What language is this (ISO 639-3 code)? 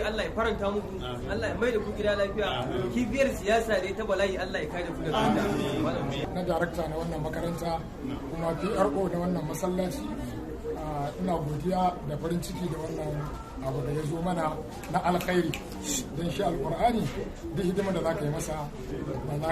hau